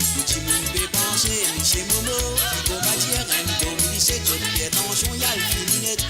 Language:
Morisyen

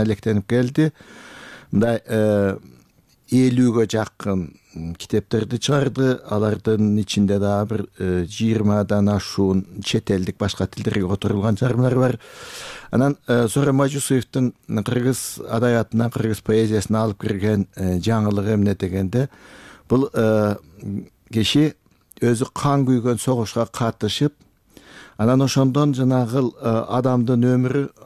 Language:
Kyrgyz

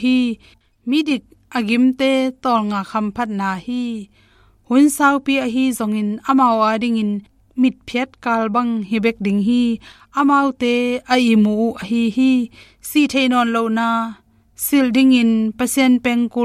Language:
Tedim Chin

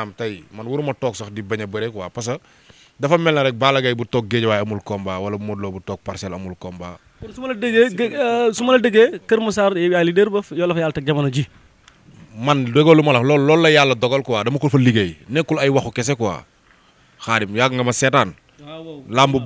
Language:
Wolof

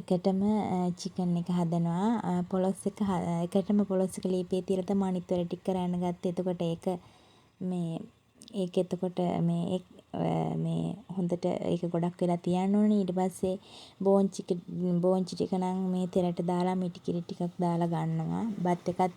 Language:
Sinhala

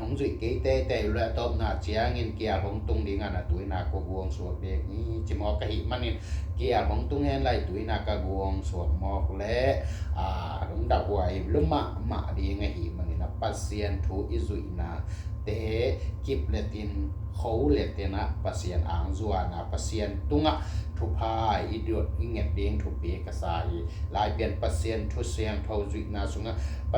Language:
Tedim Chin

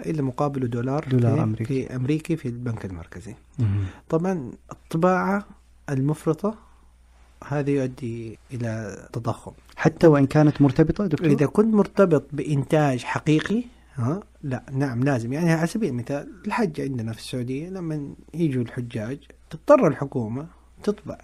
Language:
Najdi Arabic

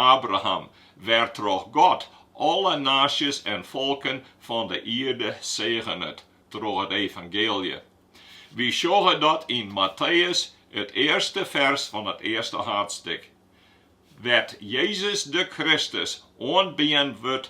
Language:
Western Frisian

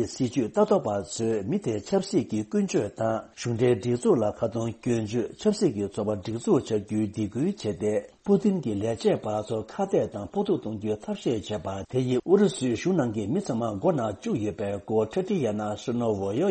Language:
Tibetan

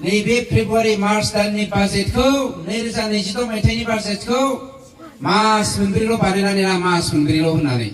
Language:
Bodo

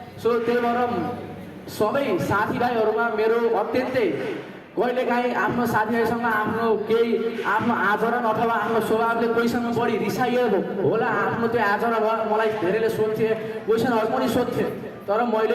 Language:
Nepali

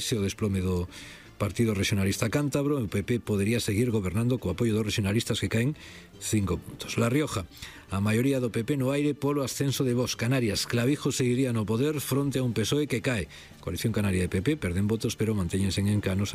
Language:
Galician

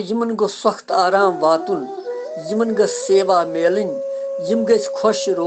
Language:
Kashmiri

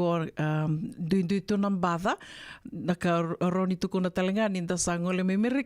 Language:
Fijian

